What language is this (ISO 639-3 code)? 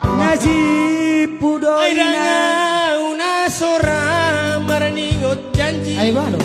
bbc